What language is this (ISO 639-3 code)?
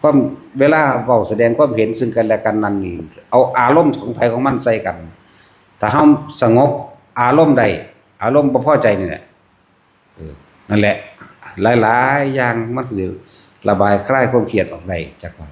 lao